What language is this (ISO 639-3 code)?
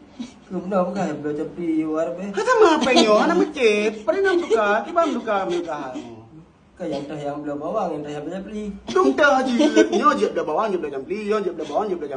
ace